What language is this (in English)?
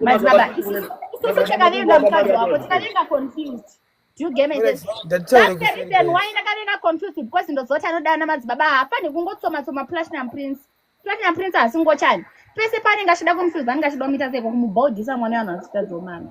Shona